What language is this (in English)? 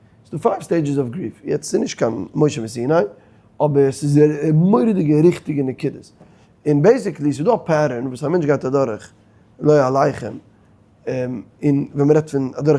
Yiddish